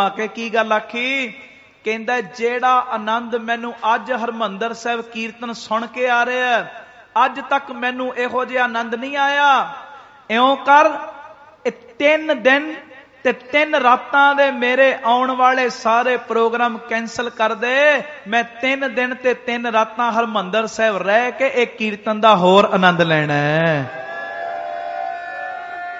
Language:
Punjabi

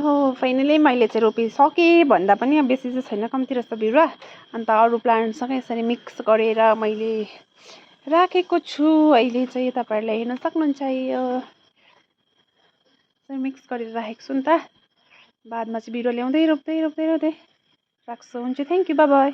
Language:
Nepali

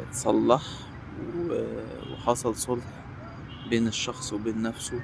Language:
Egyptian Arabic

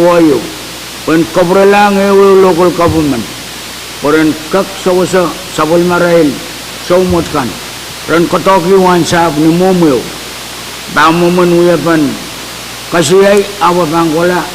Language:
Pohnpeian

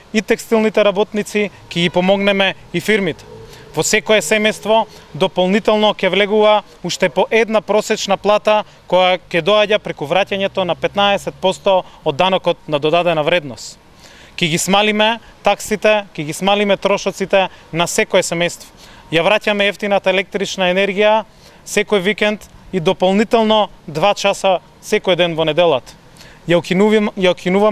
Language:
Macedonian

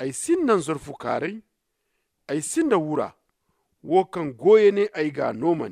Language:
Zarma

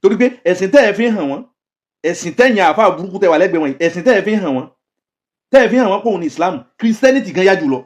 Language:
Yoruba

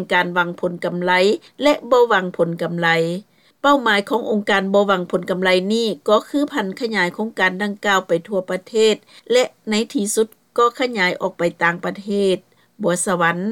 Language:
Lao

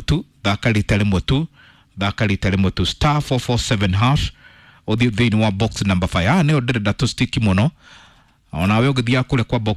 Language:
Kikuyu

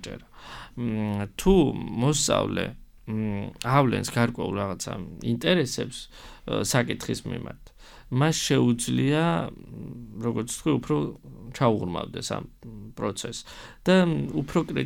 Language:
Georgian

